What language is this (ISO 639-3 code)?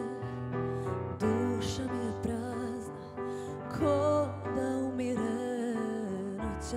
hrv